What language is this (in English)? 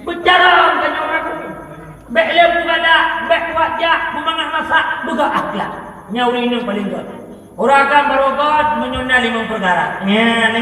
Achinese